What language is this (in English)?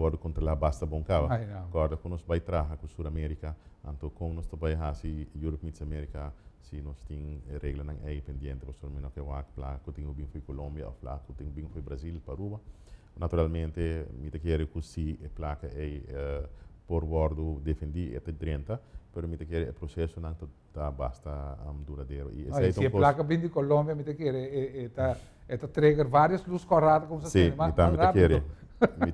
Papiamento